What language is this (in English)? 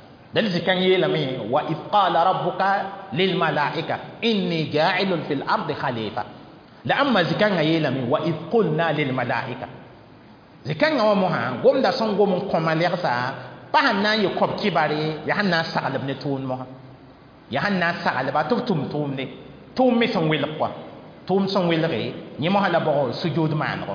Mossi